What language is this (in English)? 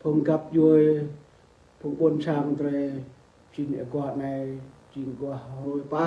Rade